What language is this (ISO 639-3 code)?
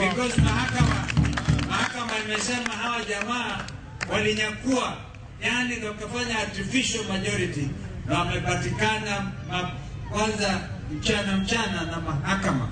luo